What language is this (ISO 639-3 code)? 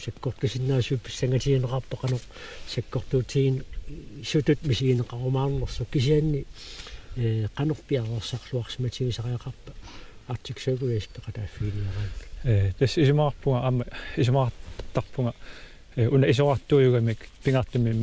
kal